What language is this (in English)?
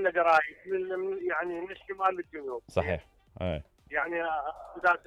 Mesopotamian Arabic